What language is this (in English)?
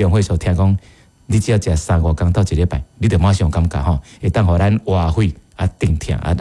Min Nan Chinese